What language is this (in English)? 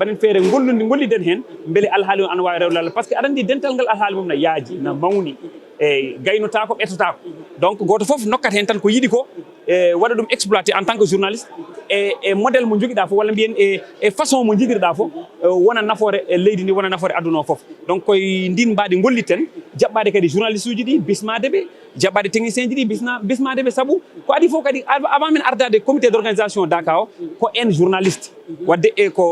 Fula